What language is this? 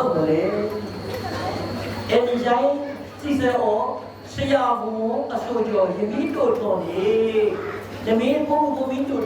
S'gaw Karen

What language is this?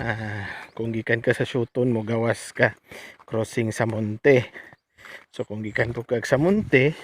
Cebuano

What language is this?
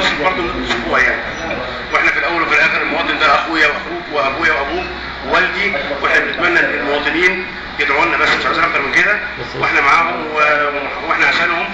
Egyptian Arabic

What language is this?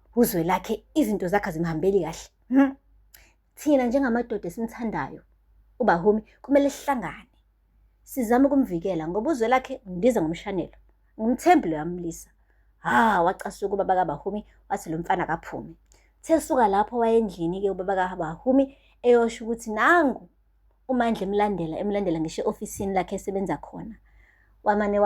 Zulu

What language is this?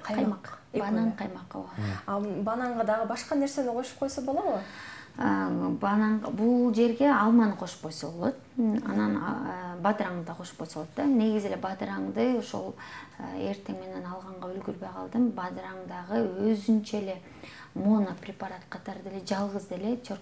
Kyrgyz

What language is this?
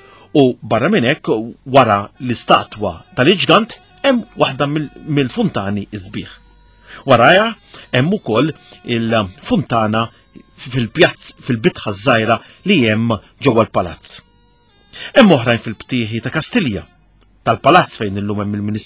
Maltese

